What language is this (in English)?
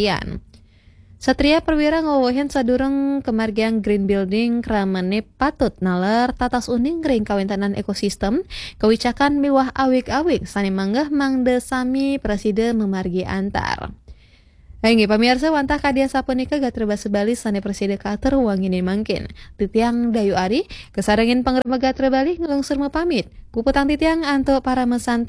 Balinese